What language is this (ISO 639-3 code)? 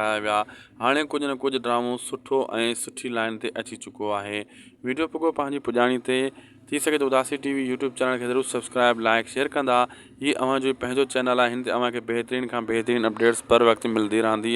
snd